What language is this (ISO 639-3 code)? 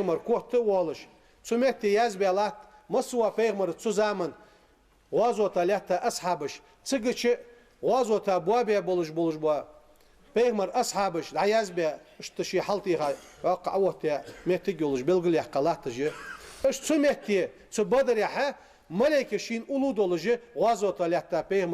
inh